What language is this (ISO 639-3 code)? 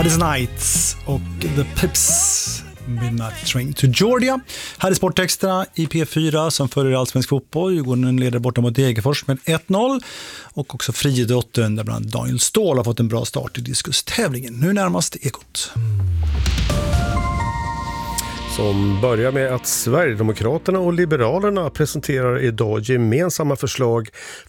swe